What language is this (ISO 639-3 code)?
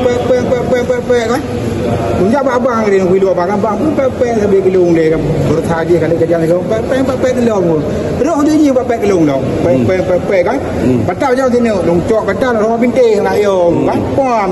ace